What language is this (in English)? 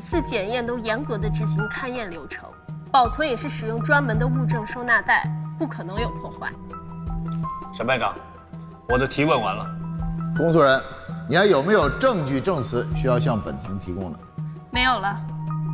Chinese